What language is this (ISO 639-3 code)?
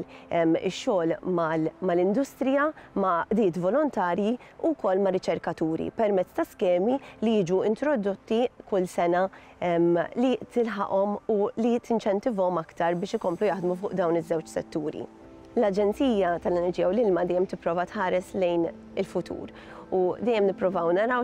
mlt